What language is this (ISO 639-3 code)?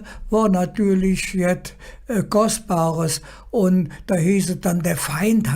ksh